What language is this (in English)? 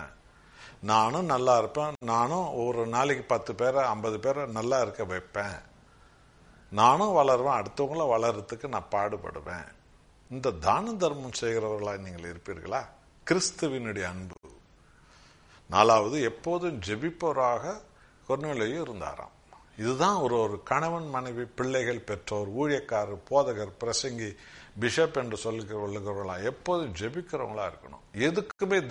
Tamil